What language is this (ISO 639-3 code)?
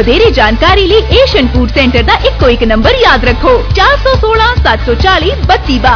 pan